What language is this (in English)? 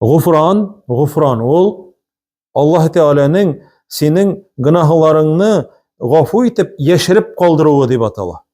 Tatar